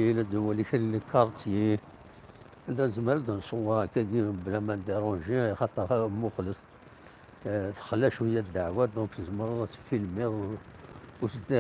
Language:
Kabyle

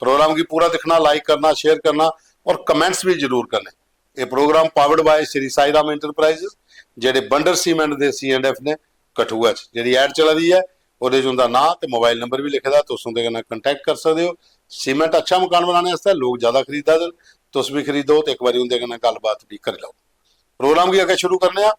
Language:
Dogri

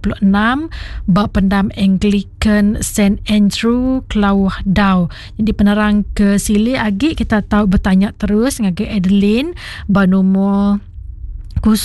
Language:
Iban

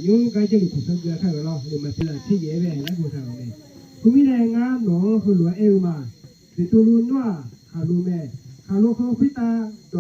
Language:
Akha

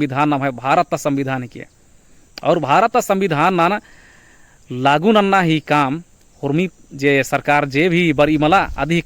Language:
Kurukh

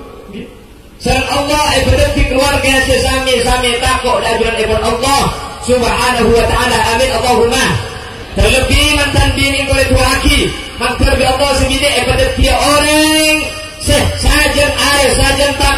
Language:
Madurese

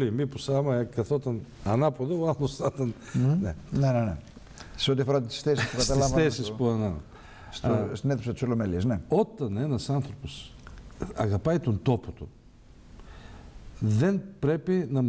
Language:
Greek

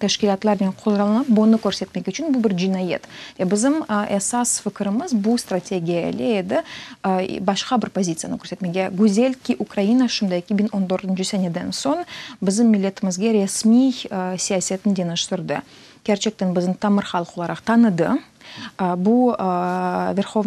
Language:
Crimean Tatar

